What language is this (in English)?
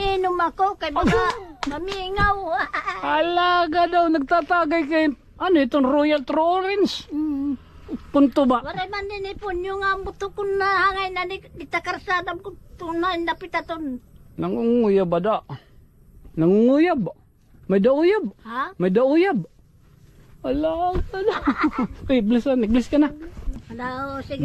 Waray